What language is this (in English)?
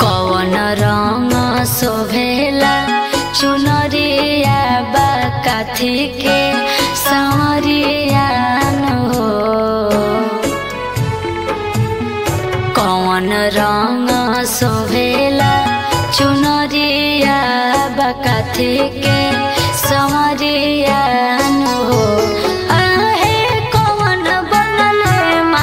Bhojpuri